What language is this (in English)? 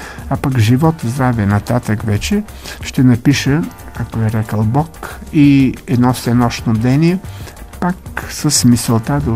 Bulgarian